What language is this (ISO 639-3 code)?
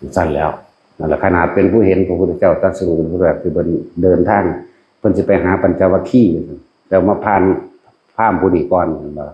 tts